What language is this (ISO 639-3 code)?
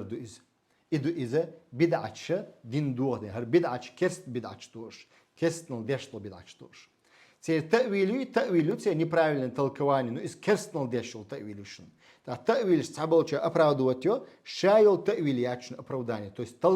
che